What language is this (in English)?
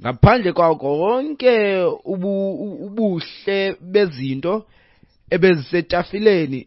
Xhosa